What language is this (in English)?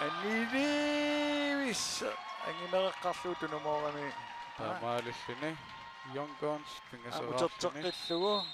Kalaallisut